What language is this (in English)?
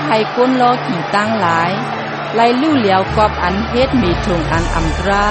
Shan